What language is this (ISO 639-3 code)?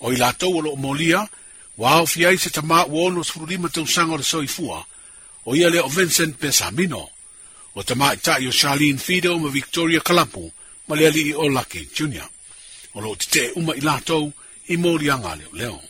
smo